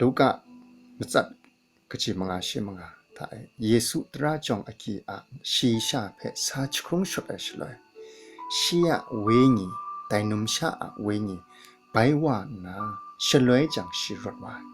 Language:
Kachin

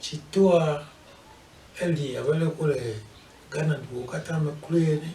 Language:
Ewe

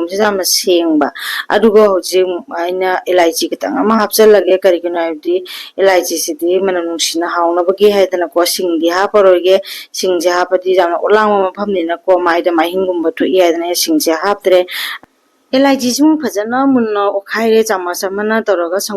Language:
Manipuri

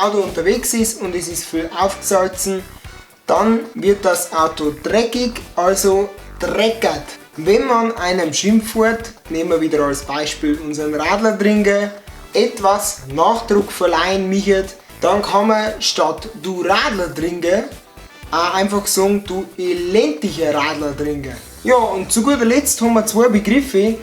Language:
Bavarian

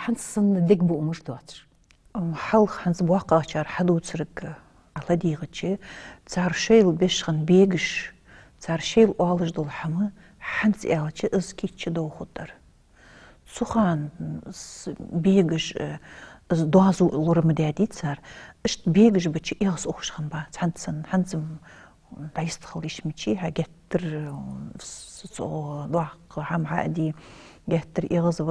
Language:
Ingush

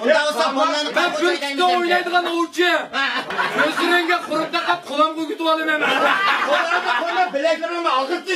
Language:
Uyghur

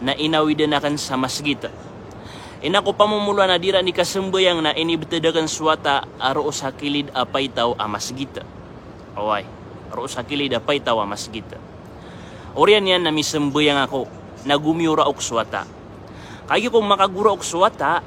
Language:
Maranao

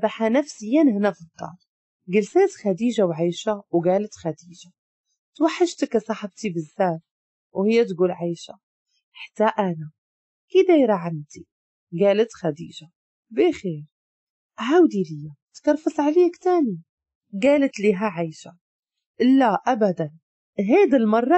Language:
Moroccan Arabic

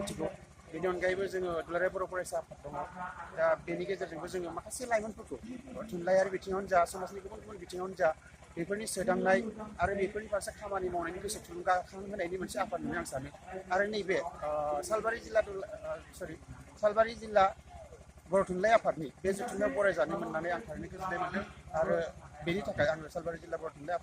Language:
Bodo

